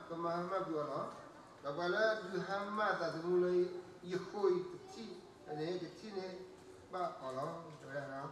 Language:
S'gaw Karen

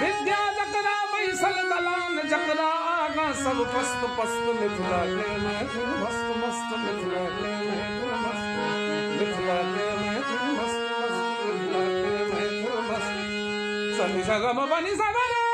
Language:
Maithili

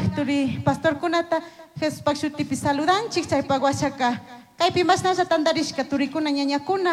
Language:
Chimborazo Highland Quichua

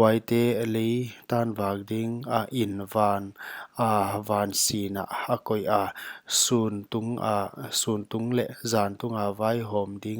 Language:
Paite Chin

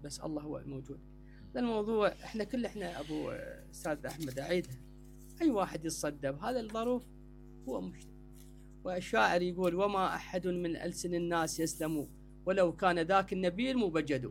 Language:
Mesopotamian Arabic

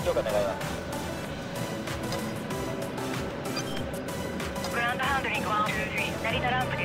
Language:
Japanese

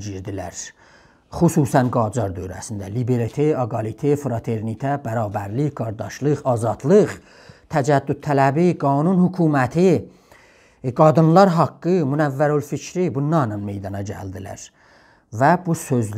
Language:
South Azerbaijani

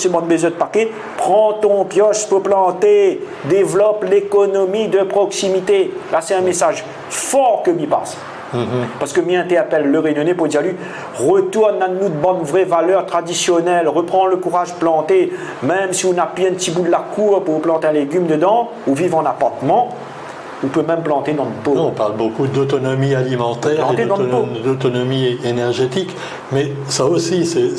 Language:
Réunion Creole French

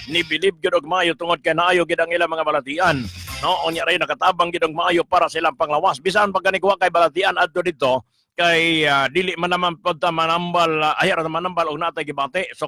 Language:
Cebuano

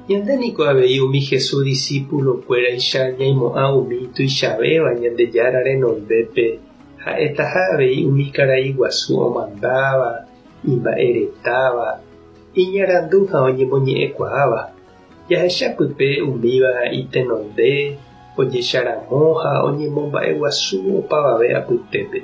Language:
Guarani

